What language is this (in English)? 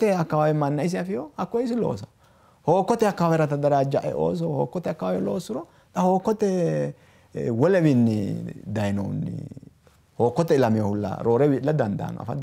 Sidamo